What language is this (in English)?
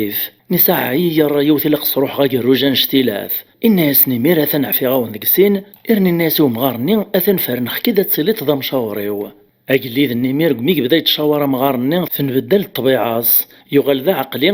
Kabyle